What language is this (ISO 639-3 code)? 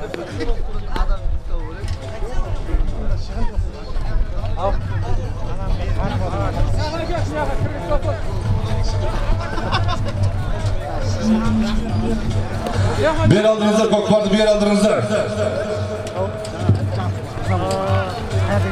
kaz